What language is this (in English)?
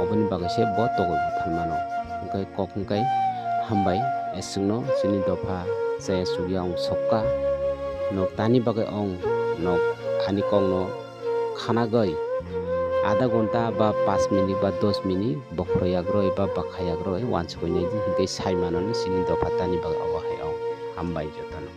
Kok Borok